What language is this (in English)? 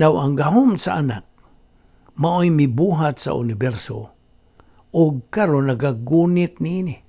Cebuano